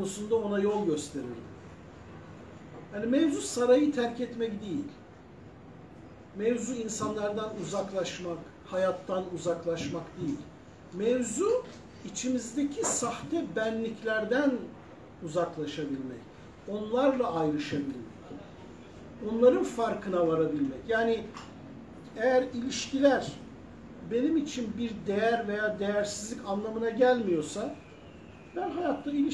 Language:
Turkish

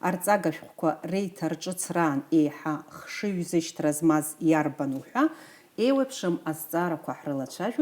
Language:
Abkhazian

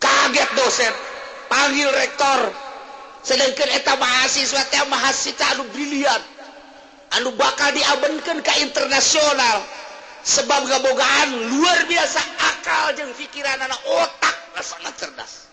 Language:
Sundanese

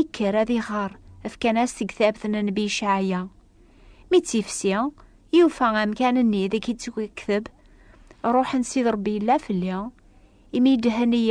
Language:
Kabyle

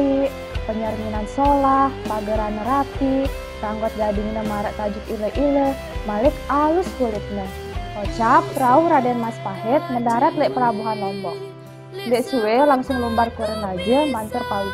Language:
Sasak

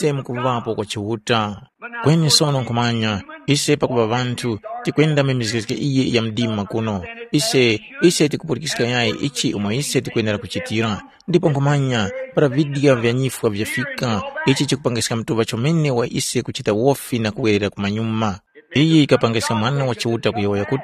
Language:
Tumbuka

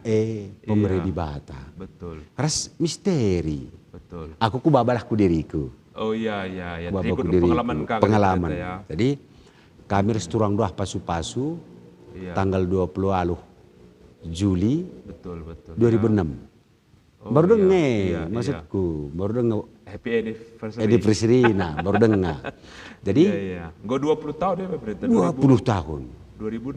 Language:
Batak Karo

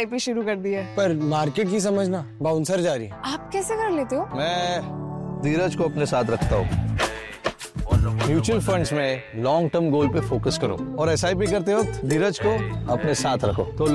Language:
Hindi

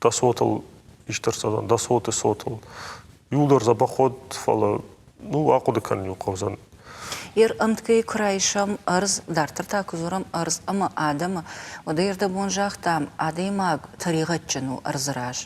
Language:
Ossetic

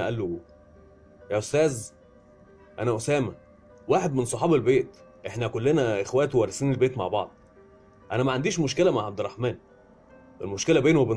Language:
Egyptian Arabic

